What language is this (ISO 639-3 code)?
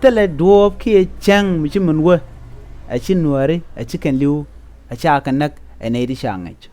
nus